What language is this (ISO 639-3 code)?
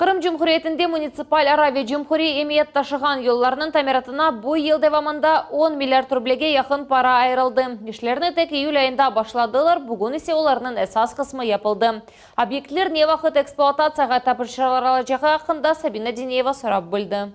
crh